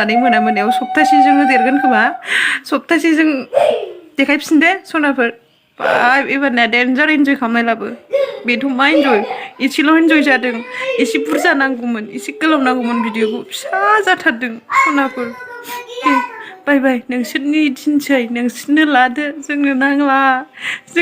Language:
Bodo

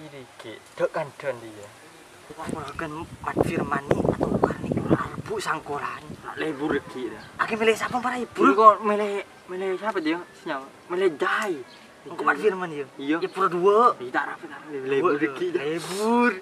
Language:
Madurese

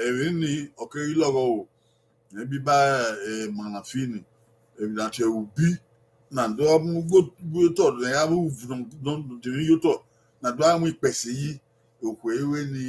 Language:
Bini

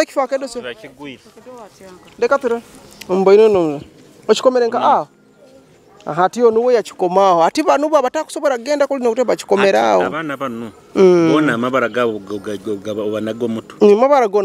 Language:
Nyoro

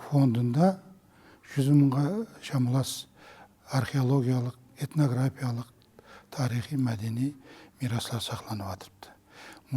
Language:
Kara-Kalpak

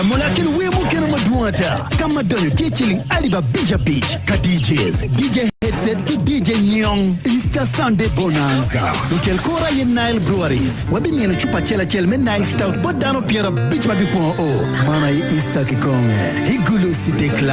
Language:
Acoli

